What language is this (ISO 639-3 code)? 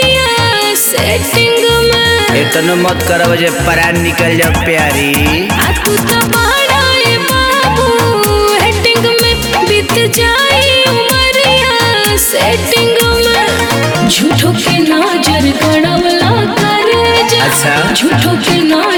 bho